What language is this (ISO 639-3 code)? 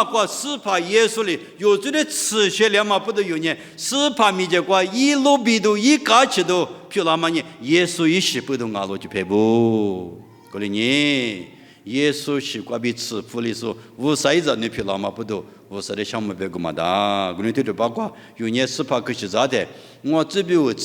lis